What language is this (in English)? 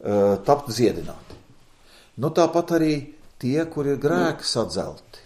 Latvian